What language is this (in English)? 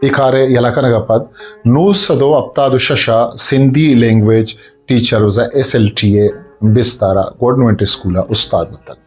Eastern Balochi